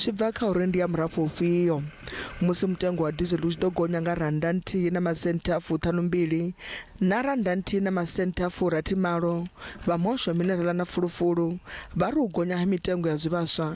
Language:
Venda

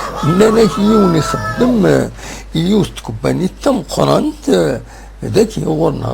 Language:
Kabyle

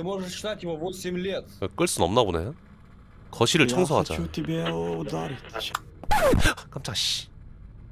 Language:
Korean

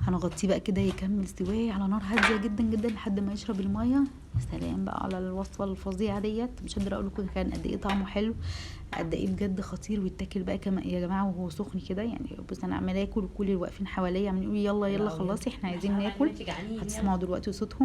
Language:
Egyptian Arabic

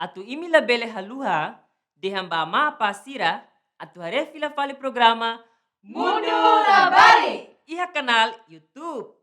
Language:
Tetum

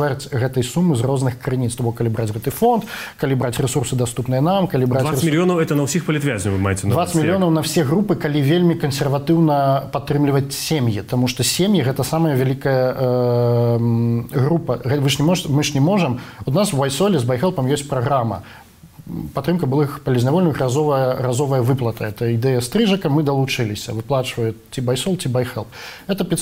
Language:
Belarusian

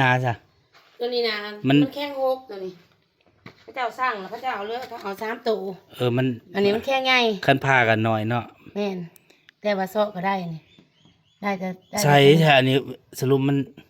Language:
Northeastern Thai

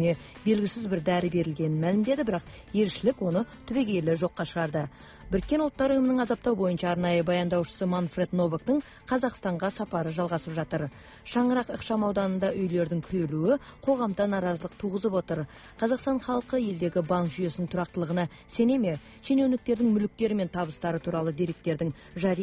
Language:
Kazakh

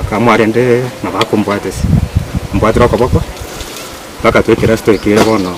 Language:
Gusii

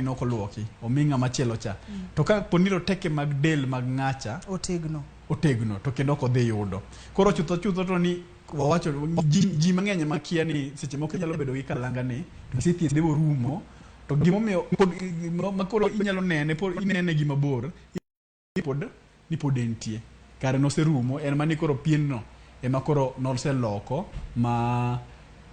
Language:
Luo (Kenya and Tanzania)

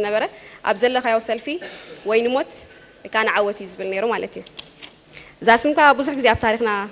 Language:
Tigrinya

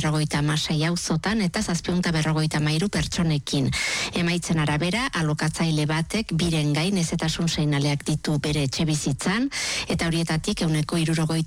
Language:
Basque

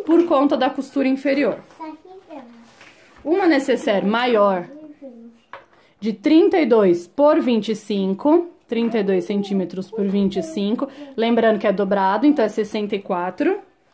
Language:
Portuguese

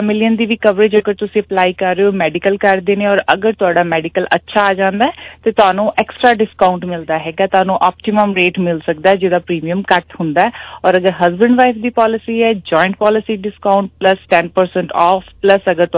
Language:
Punjabi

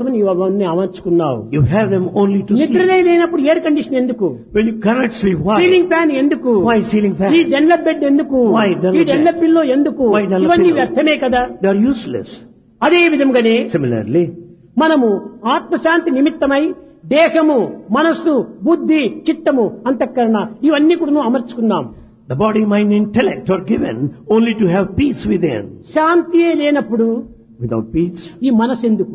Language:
Telugu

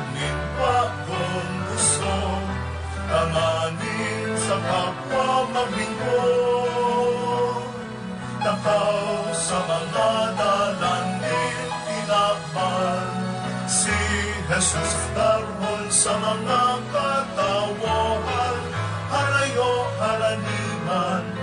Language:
Bikol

